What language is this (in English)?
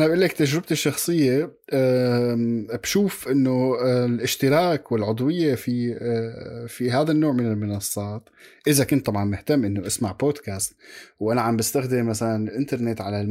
North Levantine Arabic